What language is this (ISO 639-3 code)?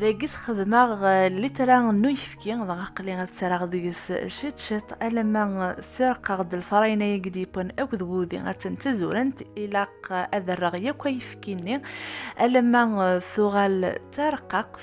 kab